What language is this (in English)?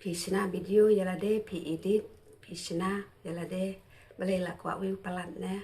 Khasi